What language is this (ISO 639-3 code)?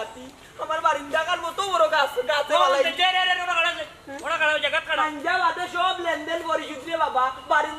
syl